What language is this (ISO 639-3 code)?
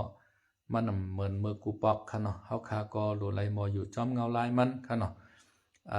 shn